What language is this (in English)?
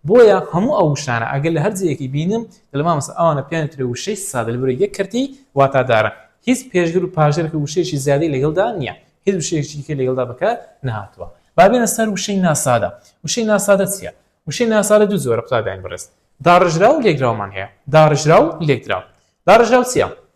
Central Kurdish